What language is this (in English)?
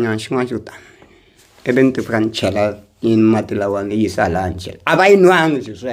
Tsonga